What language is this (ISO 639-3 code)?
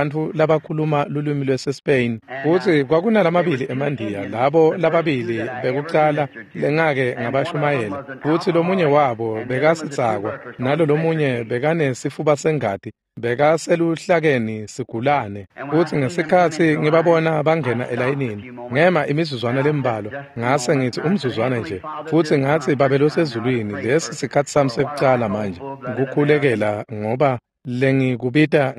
ssw